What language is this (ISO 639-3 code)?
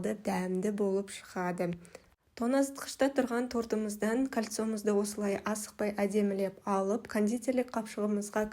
kaz